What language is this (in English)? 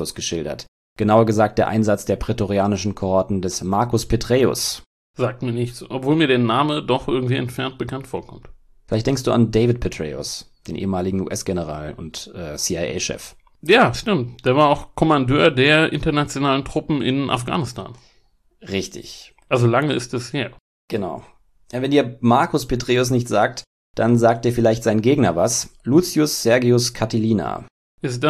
German